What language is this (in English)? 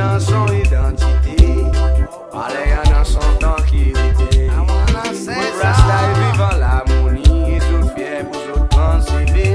Seselwa Creole French